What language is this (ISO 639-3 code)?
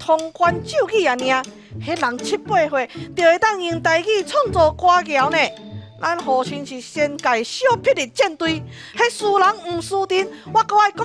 nan